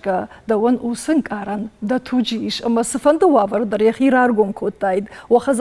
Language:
Ossetic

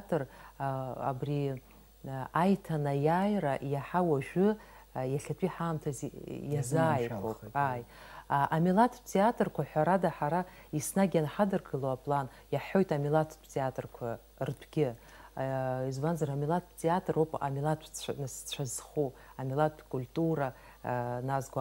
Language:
Abkhazian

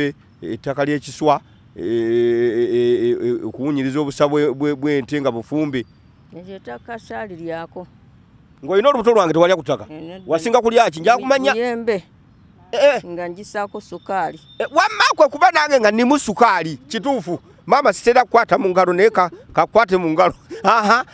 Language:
Ganda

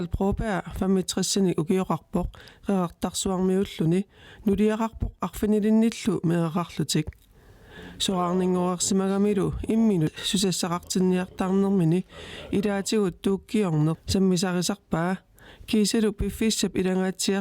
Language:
Kalaallisut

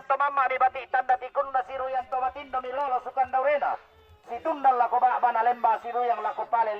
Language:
Toraja-Sa'dan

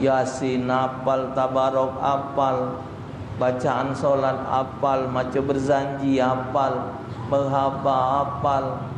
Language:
Musi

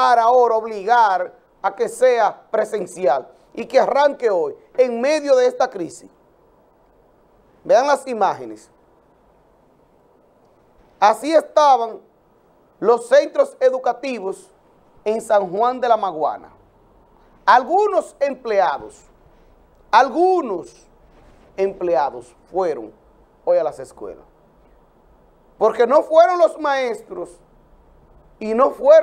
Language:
Spanish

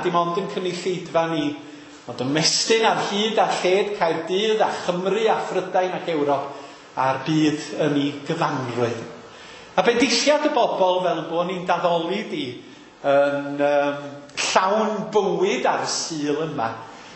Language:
Welsh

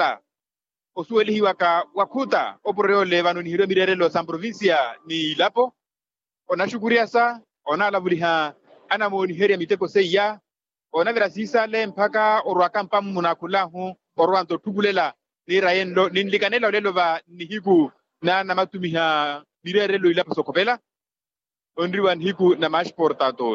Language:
Makhuwa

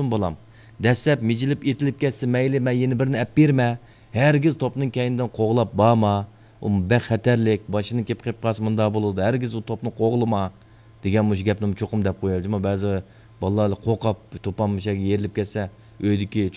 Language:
Uyghur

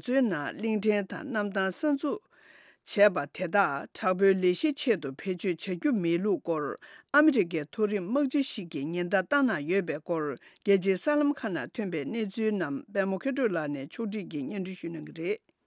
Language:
Tibetan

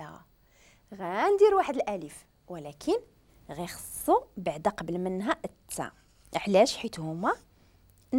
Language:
Moroccan Arabic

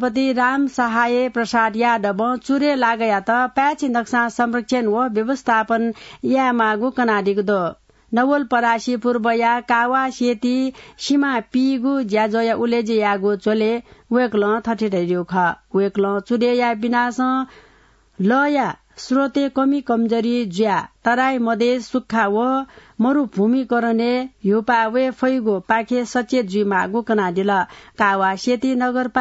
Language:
Newari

